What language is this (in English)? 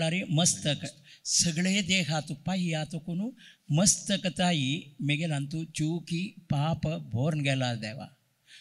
Konkani